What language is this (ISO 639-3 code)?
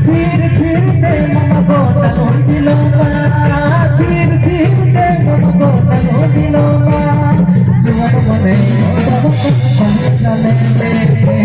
sat